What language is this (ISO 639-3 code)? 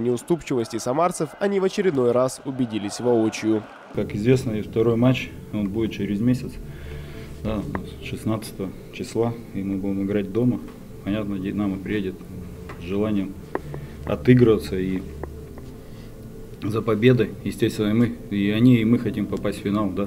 rus